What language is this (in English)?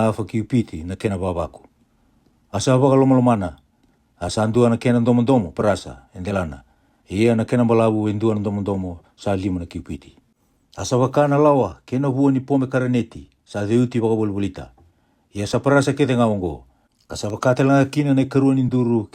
Fijian